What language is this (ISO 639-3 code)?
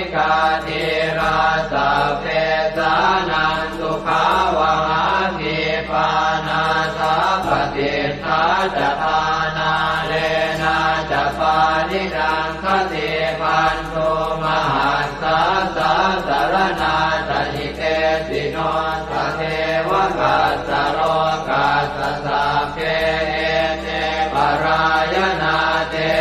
pli